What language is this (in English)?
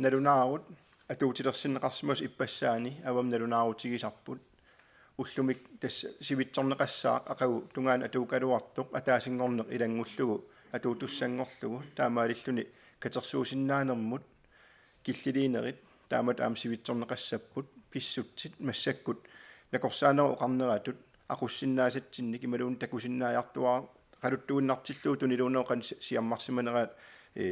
Kalaallisut